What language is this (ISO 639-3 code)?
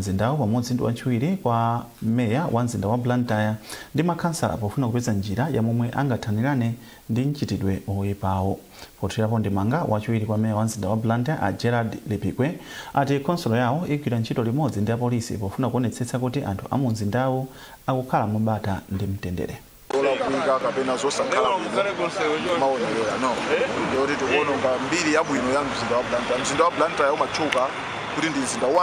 nya